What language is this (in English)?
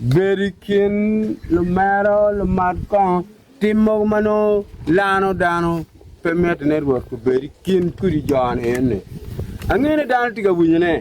Acoli